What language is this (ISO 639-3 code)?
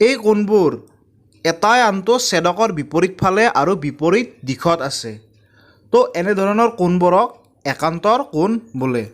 asm